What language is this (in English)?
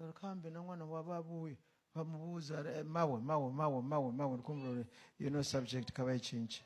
Venda